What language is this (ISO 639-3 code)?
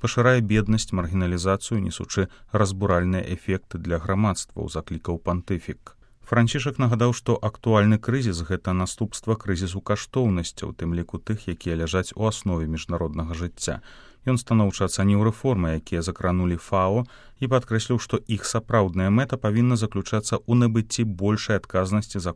bel